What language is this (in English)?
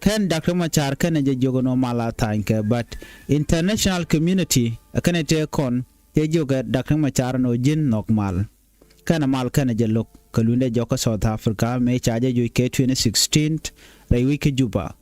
Nuer